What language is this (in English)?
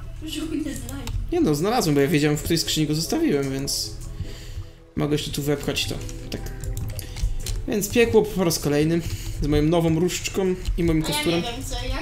Polish